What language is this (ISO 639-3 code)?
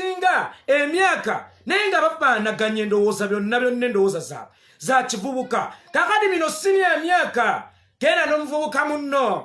lug